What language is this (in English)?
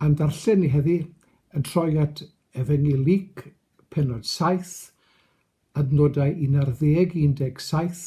Welsh